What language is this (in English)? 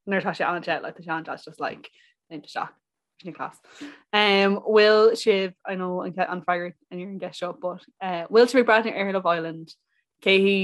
Irish